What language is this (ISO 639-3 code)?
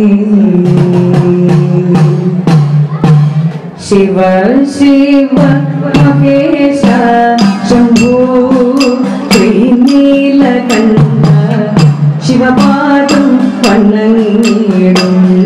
mal